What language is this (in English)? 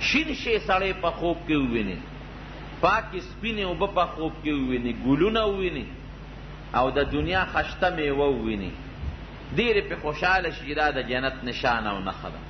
Pashto